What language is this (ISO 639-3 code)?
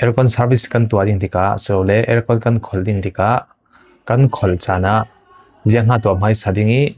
cfm